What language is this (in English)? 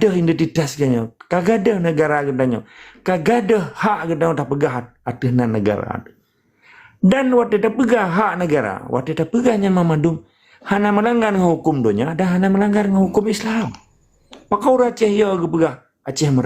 Achinese